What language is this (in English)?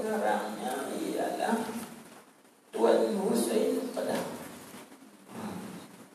Malay